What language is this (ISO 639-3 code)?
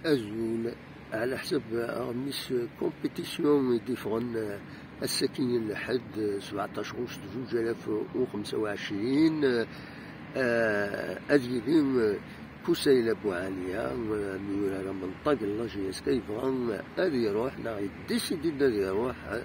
kab